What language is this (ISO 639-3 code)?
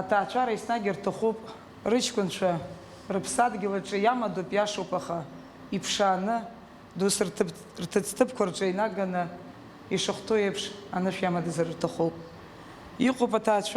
abk